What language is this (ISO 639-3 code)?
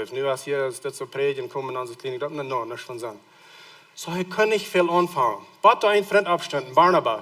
pdt